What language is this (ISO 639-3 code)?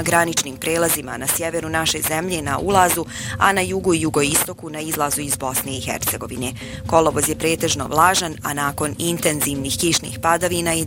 bos